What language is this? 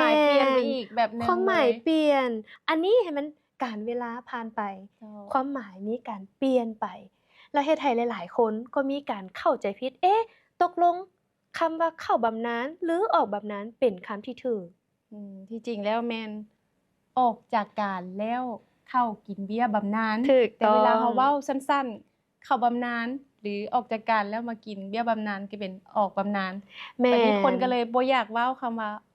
Lao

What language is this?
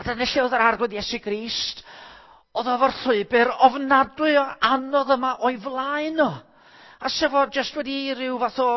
Welsh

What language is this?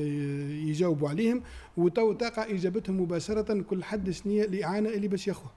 Tunisian Arabic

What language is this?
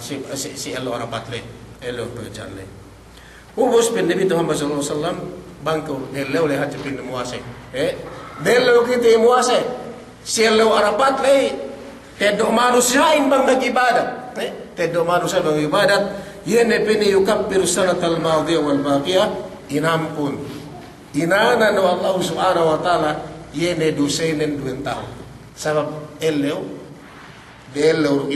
Yakan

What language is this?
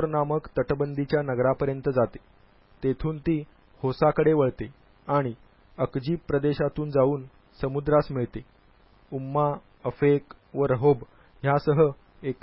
Marathi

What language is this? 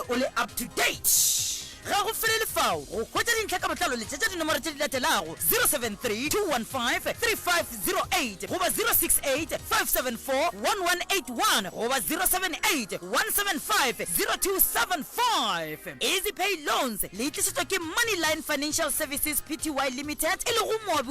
Northern Sotho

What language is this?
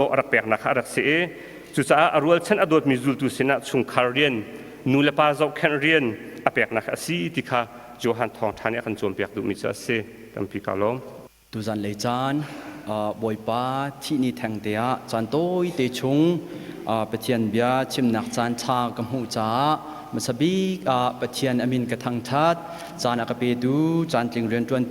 Hakha Chin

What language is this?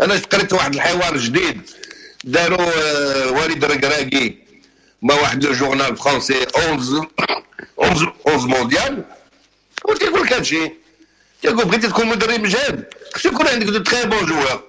Moroccan Arabic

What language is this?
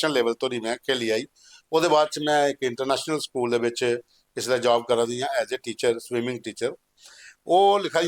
Dogri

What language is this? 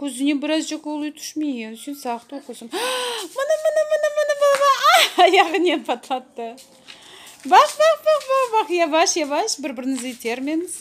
Crimean Tatar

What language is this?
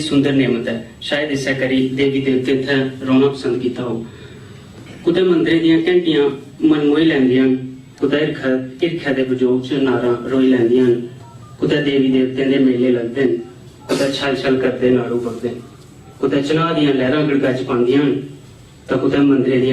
Dogri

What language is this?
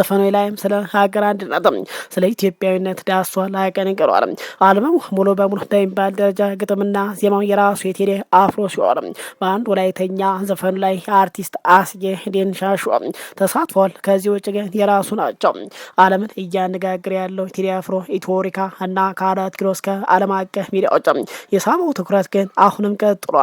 Amharic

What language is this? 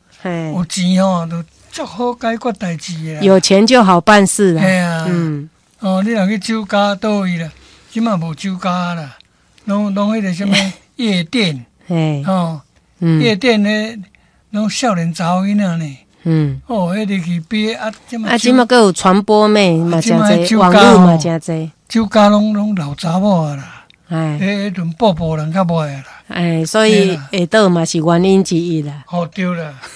Min Nan Chinese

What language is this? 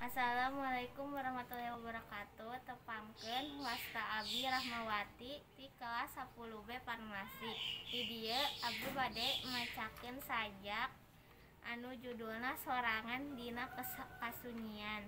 Sundanese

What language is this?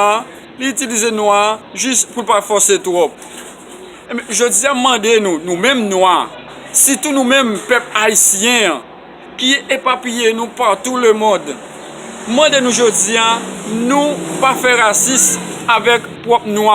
Haitian Creole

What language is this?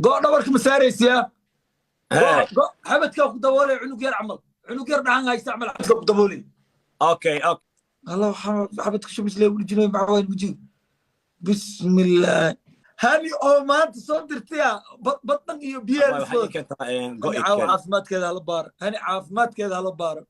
Somali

